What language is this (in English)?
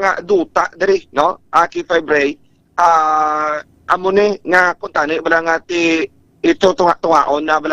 Hiligaynon